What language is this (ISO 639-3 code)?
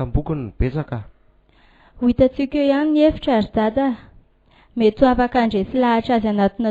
mlg